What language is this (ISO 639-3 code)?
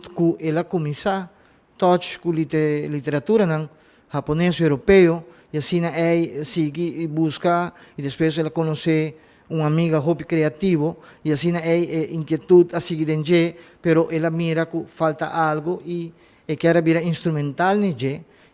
pap